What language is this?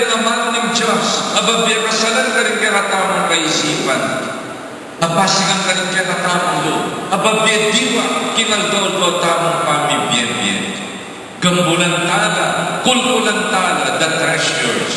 Pampanga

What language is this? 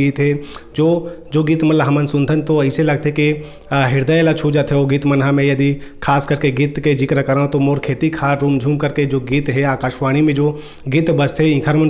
Chhattisgarhi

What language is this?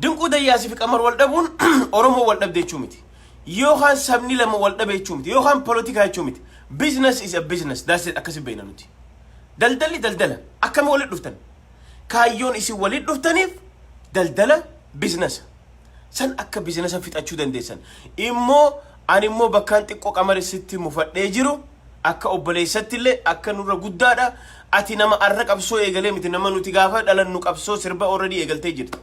Oromo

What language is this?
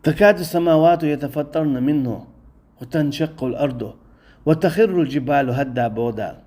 Chechen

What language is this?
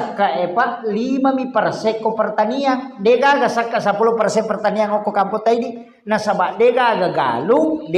Buginese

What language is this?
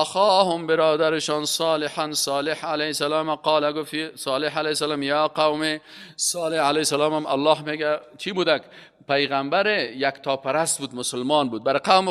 Persian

